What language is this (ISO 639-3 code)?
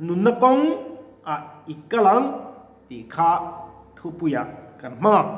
lus